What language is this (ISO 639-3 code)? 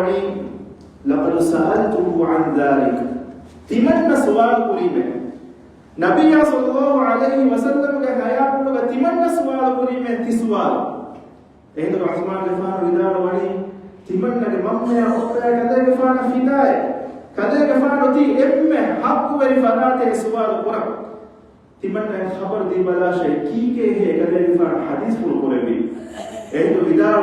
div